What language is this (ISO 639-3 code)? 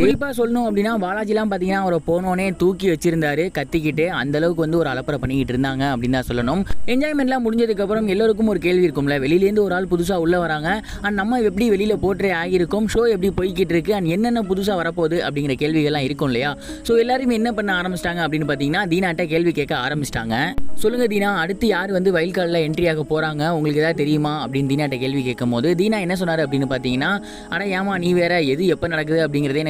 tam